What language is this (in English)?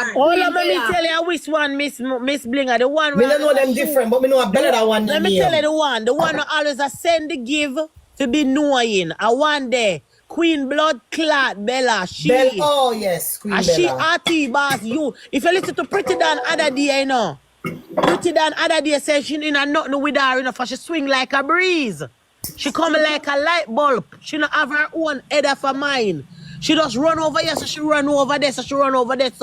Jamaican Creole English